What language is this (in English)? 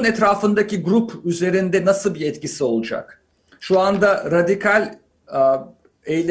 Turkish